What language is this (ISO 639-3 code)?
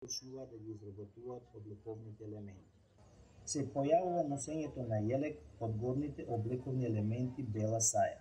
mkd